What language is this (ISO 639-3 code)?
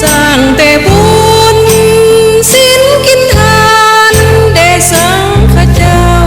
lao